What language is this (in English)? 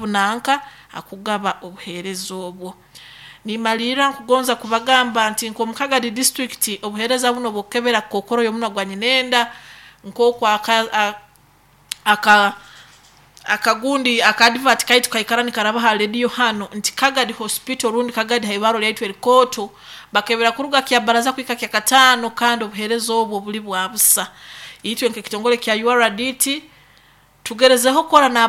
Nyoro